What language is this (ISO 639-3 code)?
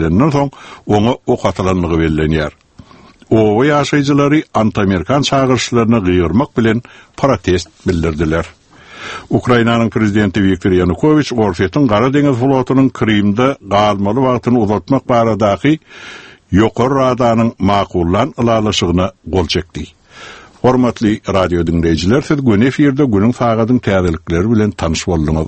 tuk